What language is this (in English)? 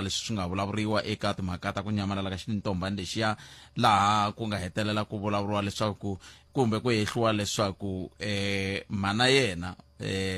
Tsonga